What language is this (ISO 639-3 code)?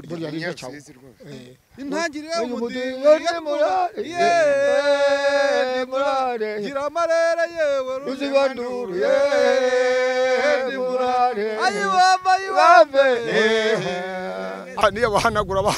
kin